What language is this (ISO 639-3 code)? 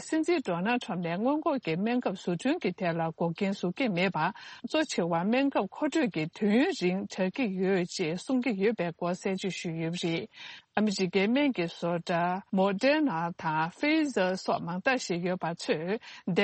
bod